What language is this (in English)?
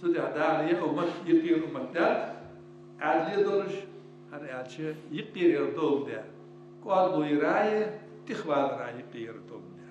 Ingush